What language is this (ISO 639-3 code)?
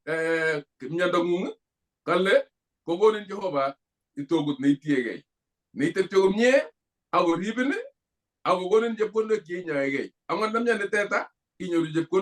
kln